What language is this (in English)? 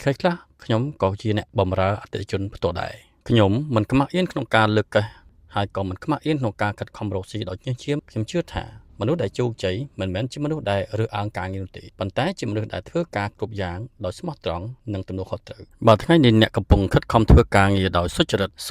Khmer